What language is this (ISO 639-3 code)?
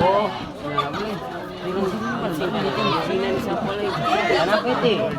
abs